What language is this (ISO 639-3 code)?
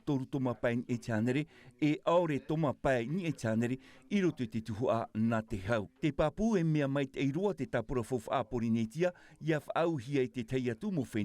tah